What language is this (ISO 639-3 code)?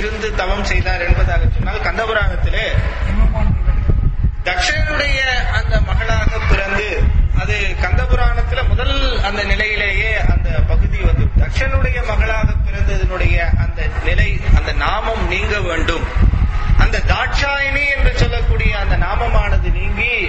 tam